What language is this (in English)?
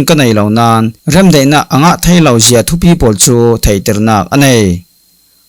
Falam Chin